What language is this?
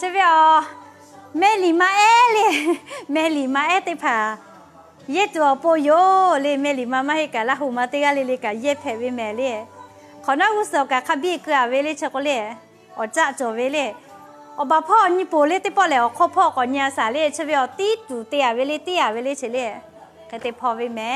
Lahu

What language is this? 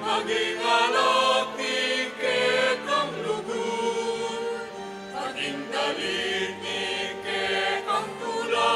Pampanga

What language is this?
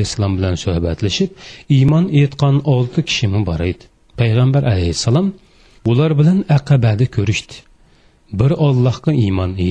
Uyghur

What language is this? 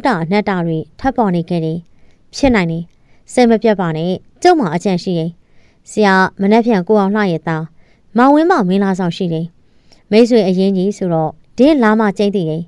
Burmese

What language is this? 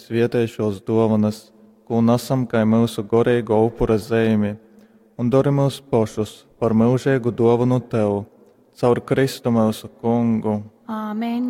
Latgalian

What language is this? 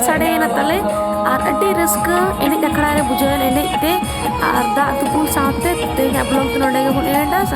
Santali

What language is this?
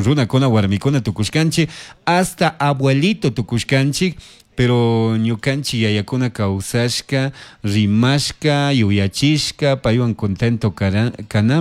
Chimborazo Highland Quichua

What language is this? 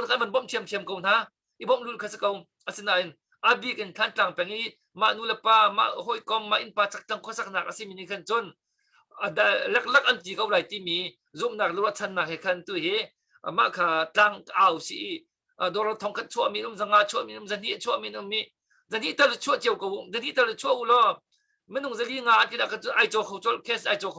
Hakha Chin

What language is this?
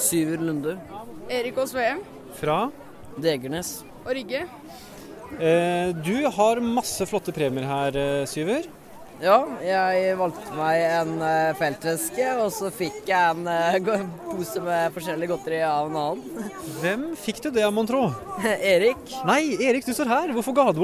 Norwegian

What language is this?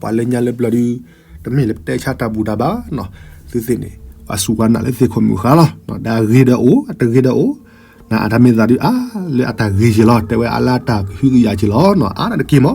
S'gaw Karen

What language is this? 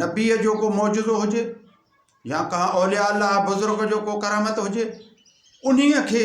Sindhi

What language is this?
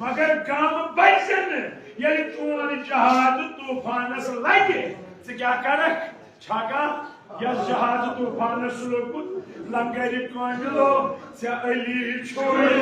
Kashmiri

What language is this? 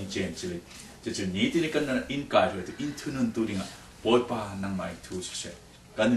Falam Chin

